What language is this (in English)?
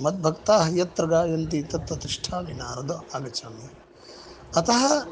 Sanskrit